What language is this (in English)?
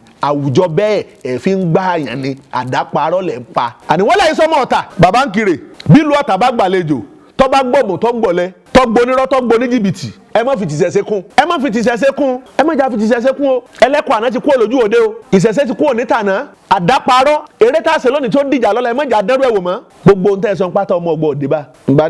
Yoruba